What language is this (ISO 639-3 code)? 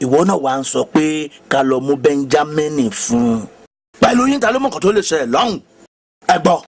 yor